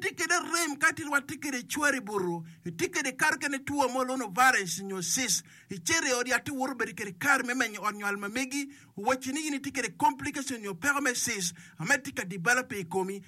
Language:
Acoli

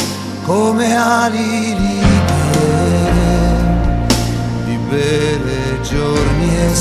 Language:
Italian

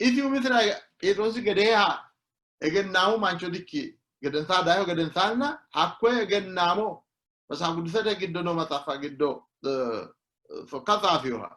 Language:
Sidamo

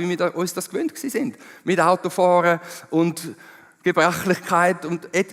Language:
Swiss German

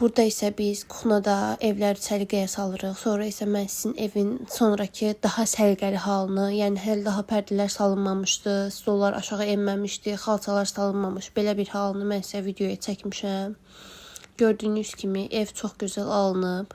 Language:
Azerbaijani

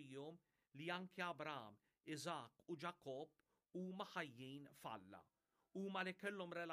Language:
Maltese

